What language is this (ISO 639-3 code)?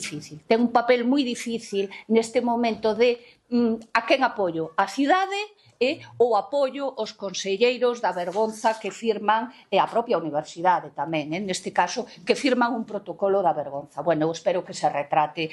glg